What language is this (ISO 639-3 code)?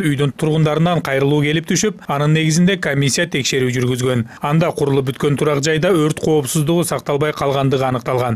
kir